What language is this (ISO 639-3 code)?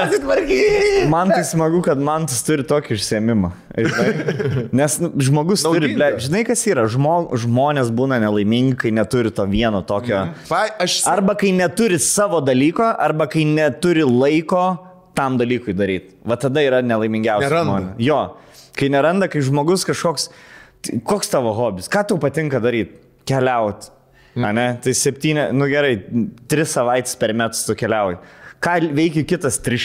lit